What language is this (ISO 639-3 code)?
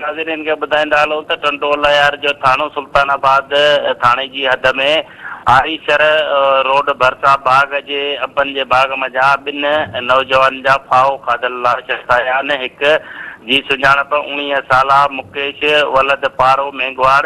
snd